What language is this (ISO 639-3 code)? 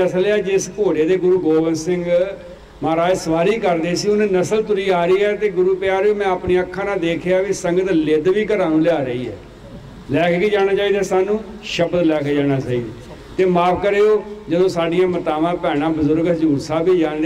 pan